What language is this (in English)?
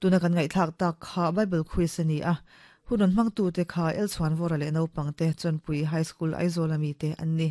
Mizo